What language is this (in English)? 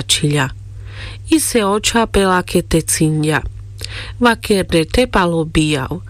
Carpathian Romani